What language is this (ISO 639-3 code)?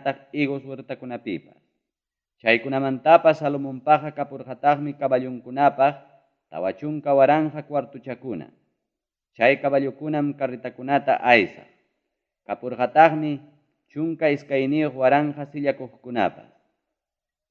quy